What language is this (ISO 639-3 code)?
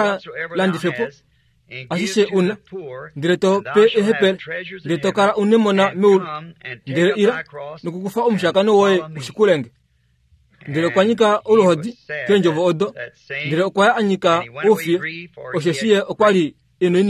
kua